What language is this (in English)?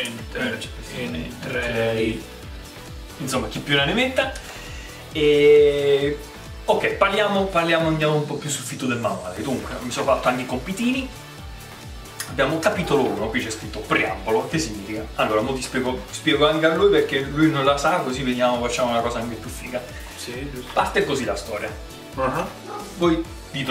Italian